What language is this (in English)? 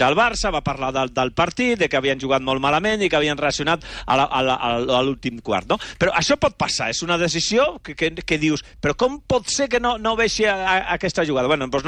Catalan